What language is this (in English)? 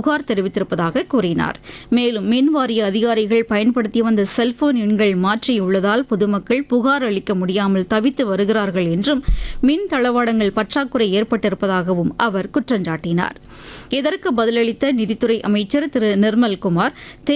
Tamil